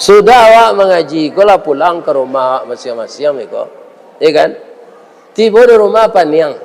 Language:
Minangkabau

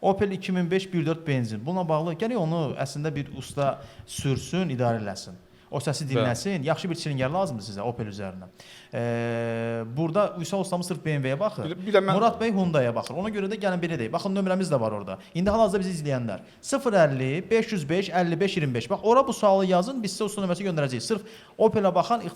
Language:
Azerbaijani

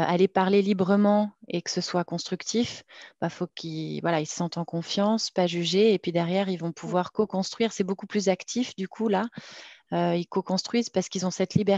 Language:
French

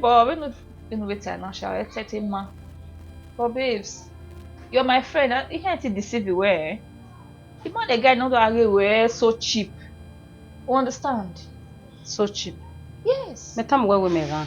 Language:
Bini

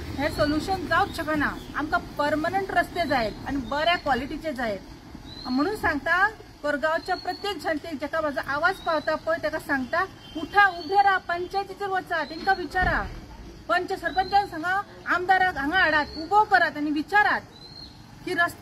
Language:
Konkani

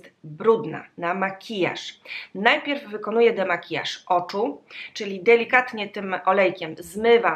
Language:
Polish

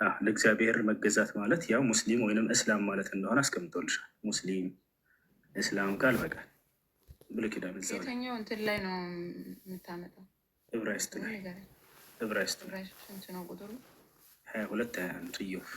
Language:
Amharic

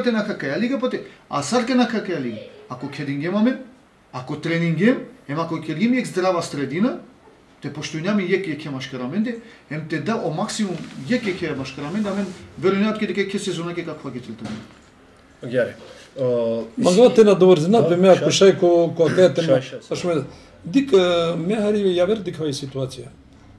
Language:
Macedonian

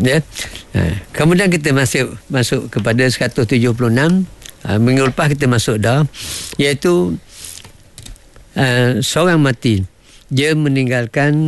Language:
Malay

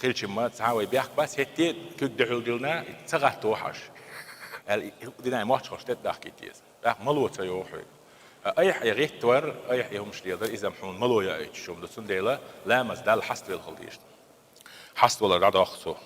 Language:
Chechen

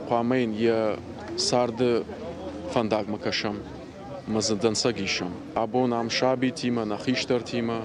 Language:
Ossetic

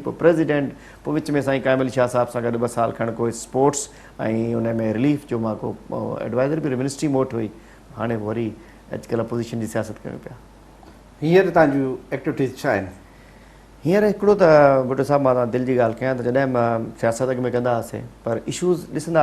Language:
Sindhi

